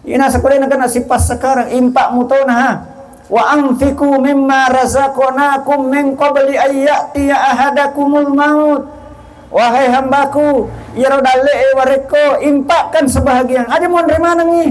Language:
Buginese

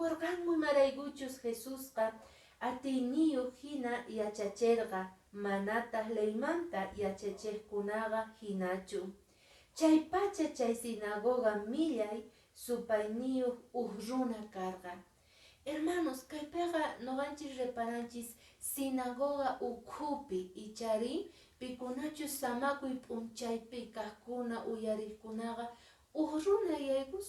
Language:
Quechua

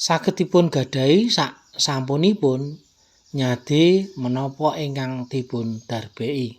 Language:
Javanese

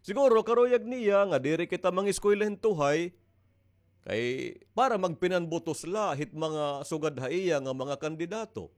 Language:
Waray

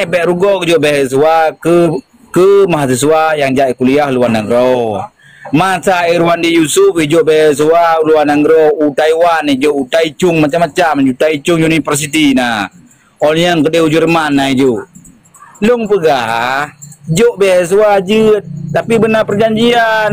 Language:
Achinese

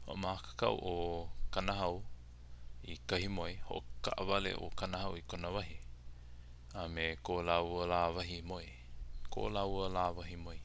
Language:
Hawaiian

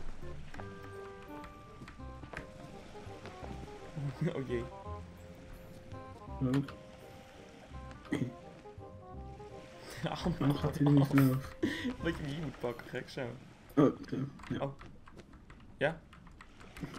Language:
Dutch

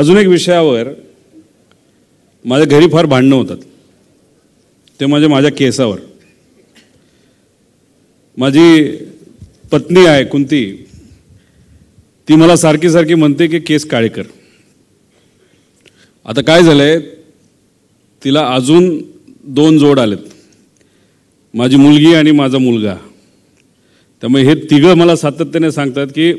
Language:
Marathi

